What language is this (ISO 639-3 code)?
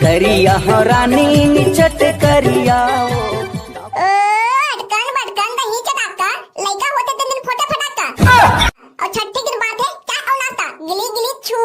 hne